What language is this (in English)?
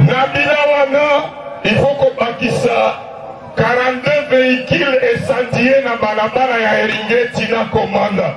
Lingala